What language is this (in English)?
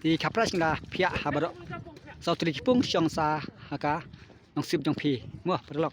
Khasi